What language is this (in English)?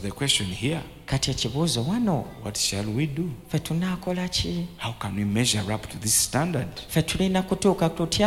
Ganda